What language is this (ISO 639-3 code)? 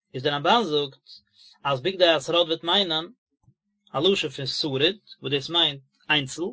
yid